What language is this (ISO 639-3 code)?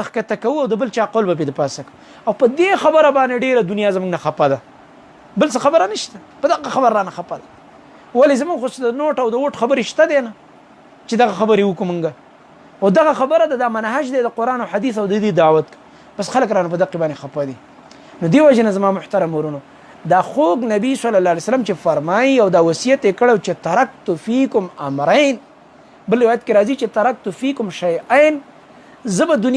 pus